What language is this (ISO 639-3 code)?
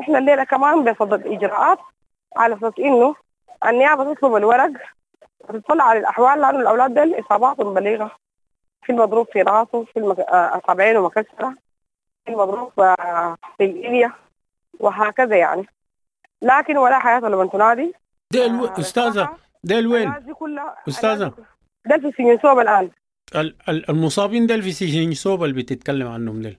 apd